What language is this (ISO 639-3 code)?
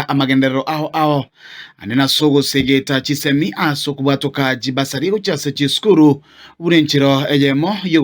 guz